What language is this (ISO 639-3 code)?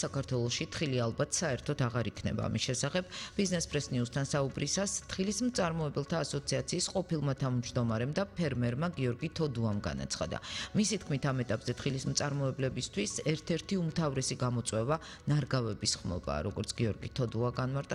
kat